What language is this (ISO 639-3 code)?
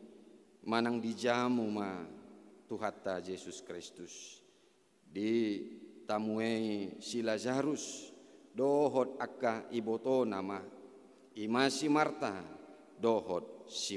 bbc